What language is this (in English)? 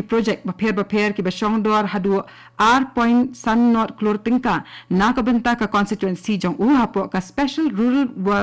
Khasi